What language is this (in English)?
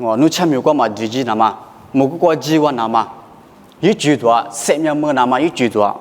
Lisu